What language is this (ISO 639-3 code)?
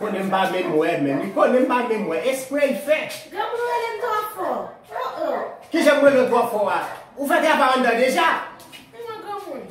hat